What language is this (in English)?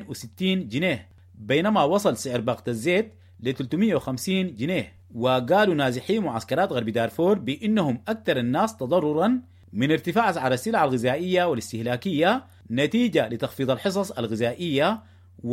Sudanese Arabic